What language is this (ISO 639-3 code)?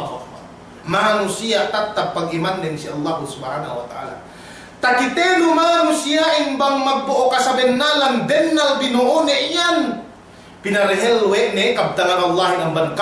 yka